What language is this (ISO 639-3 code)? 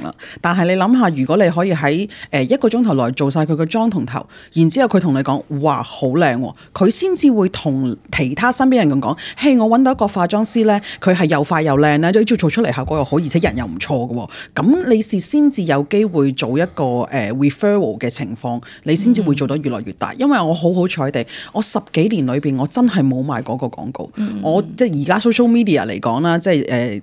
yue